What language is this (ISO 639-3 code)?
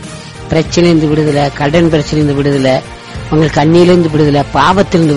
tam